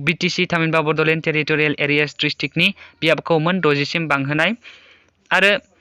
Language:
Bodo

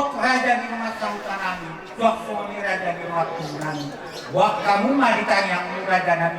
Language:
Batak Toba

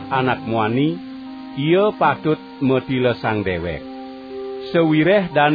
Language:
Balinese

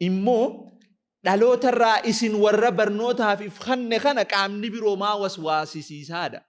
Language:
Oromo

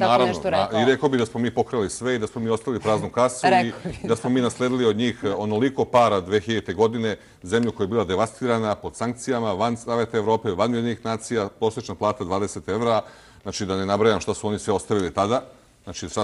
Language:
Serbian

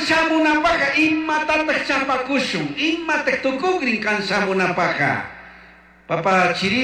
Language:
Chimborazo Highland Quichua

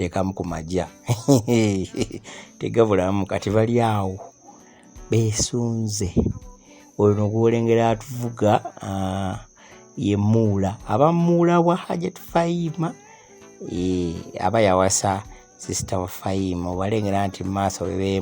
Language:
Ganda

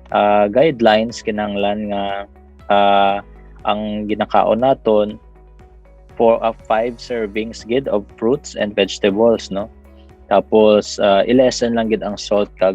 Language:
Hiligaynon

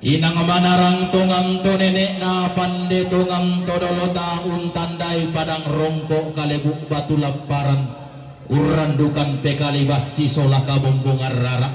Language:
Toraja-Sa'dan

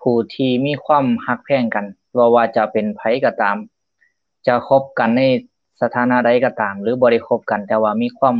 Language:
Lao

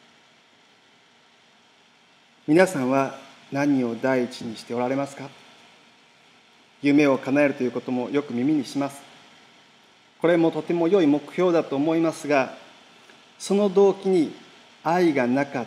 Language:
Japanese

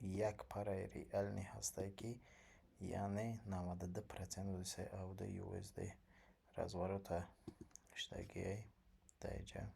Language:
Tajik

